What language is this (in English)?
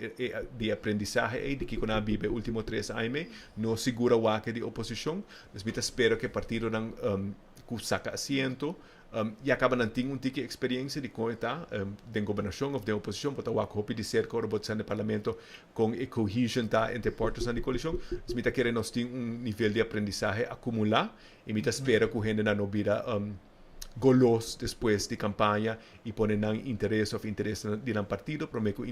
Papiamento